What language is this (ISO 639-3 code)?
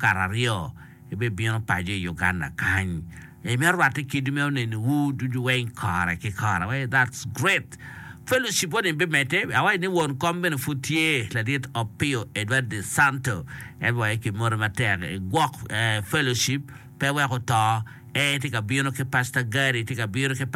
ach